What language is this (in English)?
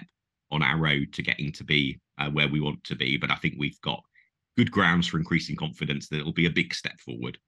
English